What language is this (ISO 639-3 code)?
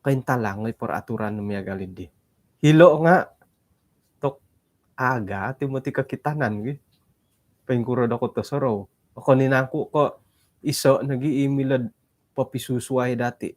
dtp